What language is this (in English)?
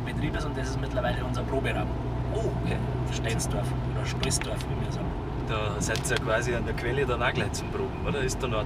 Bavarian